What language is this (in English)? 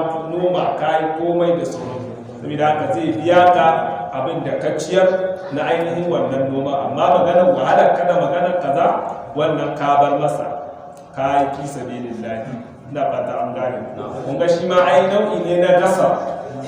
Hausa